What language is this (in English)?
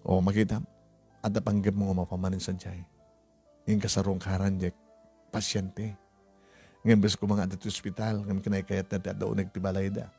Iloko